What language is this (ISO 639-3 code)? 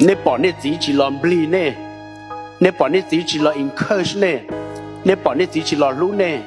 hmn